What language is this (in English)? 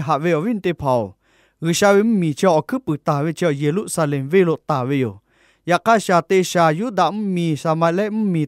Lahu